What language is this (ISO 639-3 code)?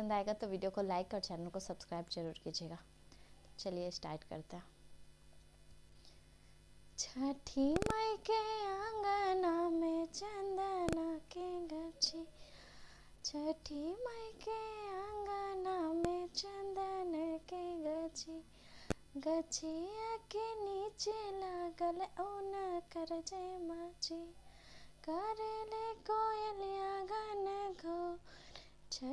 bho